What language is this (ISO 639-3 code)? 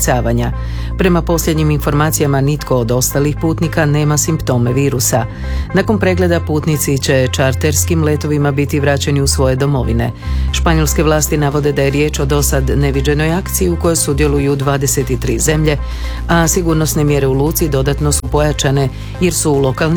hrv